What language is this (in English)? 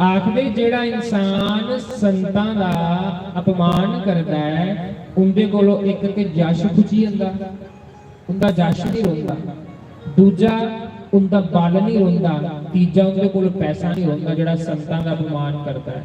Dogri